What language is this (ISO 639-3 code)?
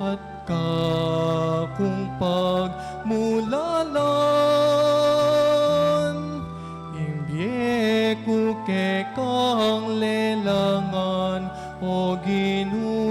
pam